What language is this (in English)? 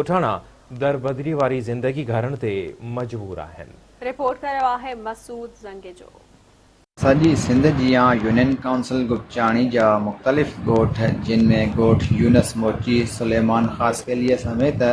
Sindhi